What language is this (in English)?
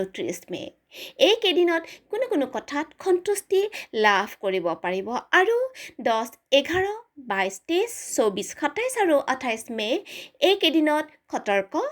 Assamese